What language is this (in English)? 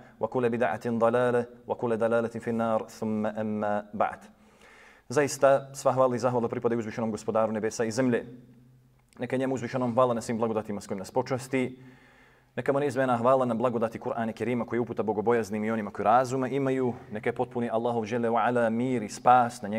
Bosnian